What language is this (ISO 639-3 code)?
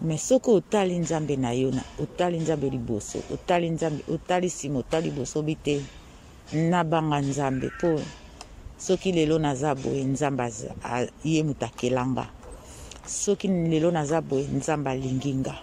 lin